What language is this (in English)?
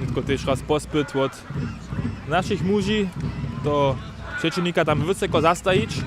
Upper Sorbian